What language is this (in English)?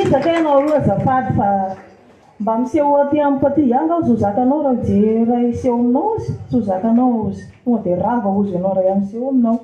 Malagasy